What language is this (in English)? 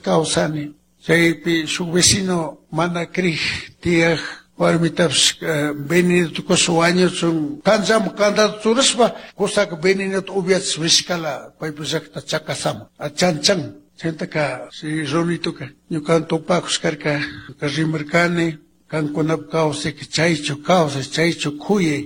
Chimborazo Highland Quichua